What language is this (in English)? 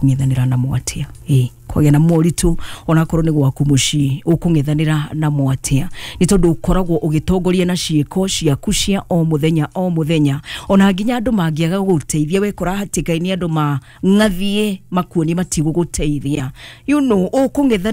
Kikuyu